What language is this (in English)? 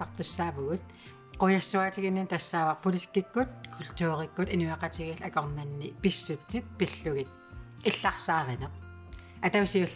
Kalaallisut